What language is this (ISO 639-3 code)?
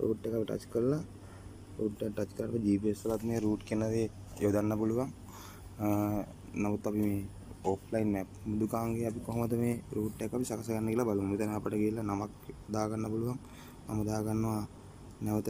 sin